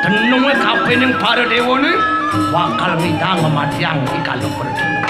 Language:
Balinese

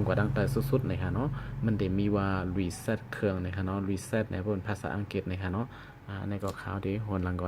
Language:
Shan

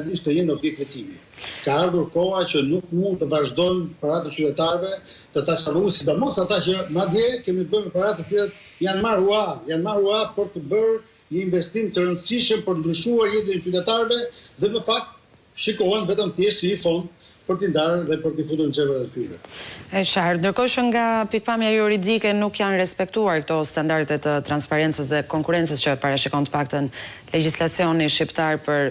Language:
Albanian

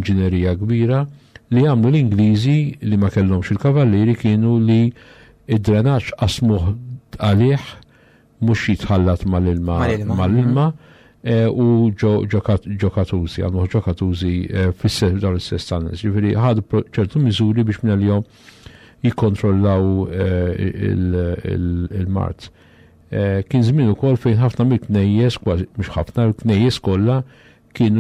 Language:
Maltese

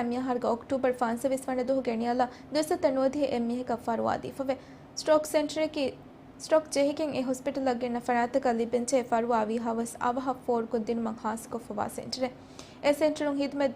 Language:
Divehi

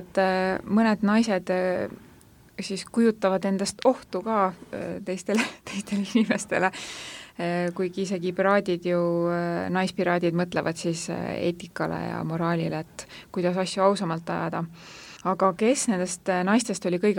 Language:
Estonian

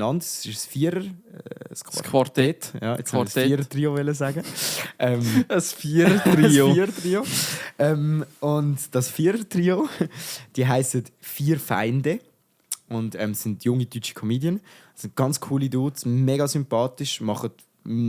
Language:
Swiss German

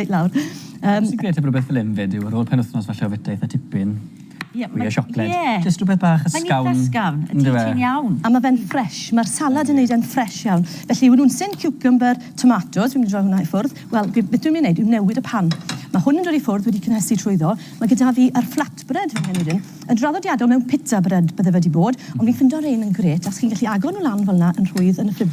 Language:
Welsh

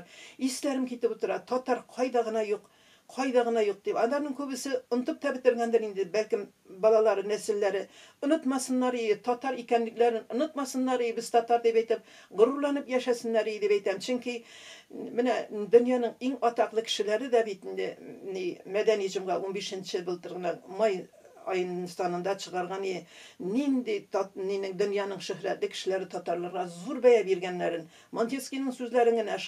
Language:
Tatar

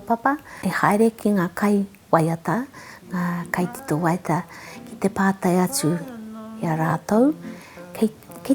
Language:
Māori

